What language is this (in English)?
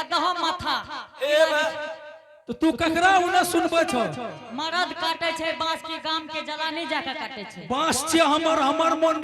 Angika